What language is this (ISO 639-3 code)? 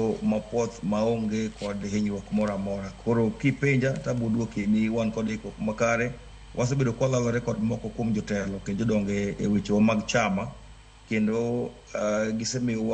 luo